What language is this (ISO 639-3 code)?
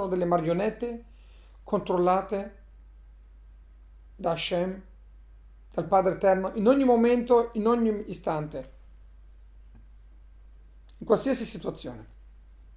ita